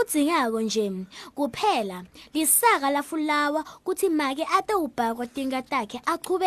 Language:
Swati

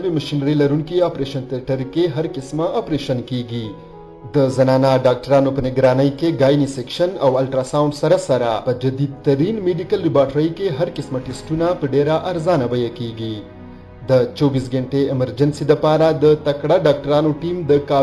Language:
Pashto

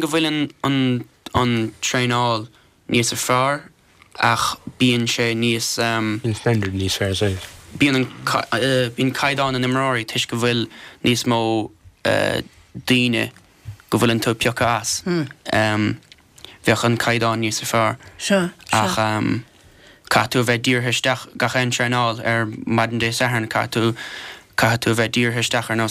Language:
Irish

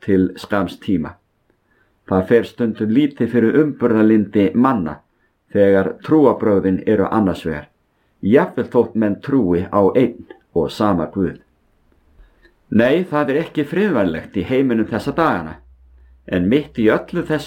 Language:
Icelandic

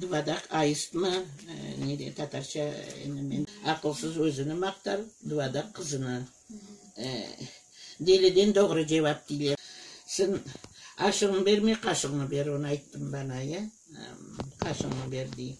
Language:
Crimean Tatar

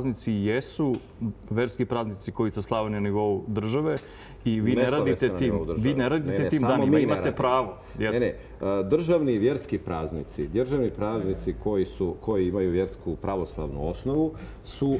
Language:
Serbian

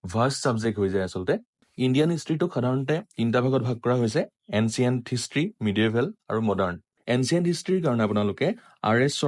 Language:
Assamese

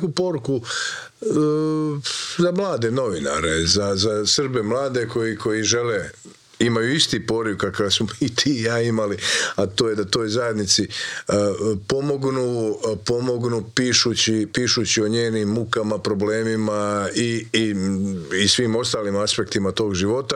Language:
Croatian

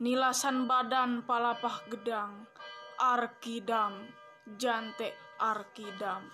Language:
Sundanese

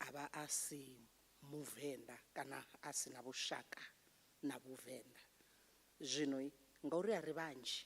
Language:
Venda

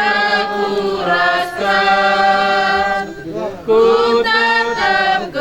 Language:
Batak Karo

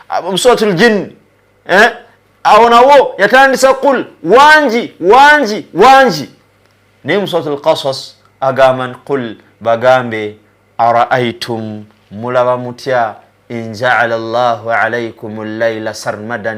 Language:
Ganda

